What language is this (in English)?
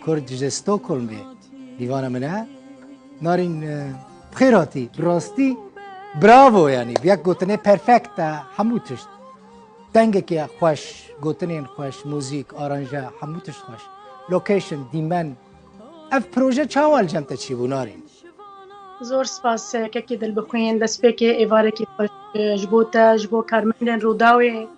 Kurdish